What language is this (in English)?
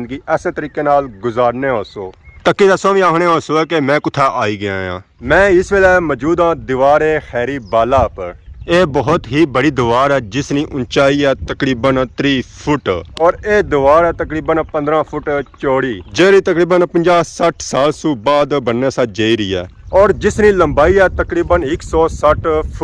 Pahari-Potwari